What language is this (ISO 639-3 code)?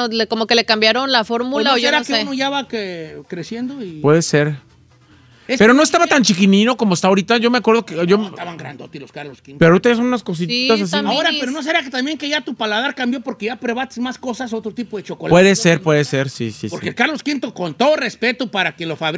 spa